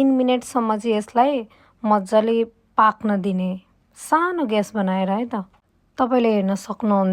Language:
Nepali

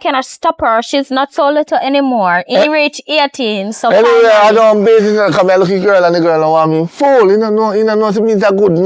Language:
Jamaican Creole English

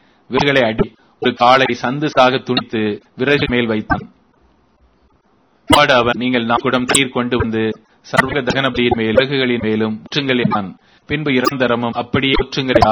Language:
Tamil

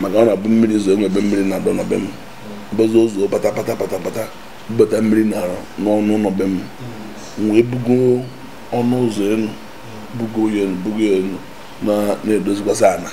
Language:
Igbo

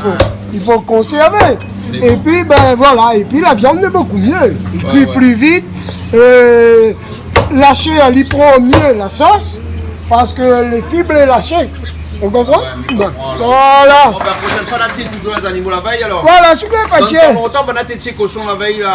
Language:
Réunion Creole French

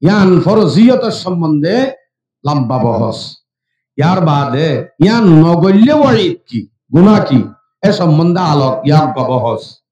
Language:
Rohingya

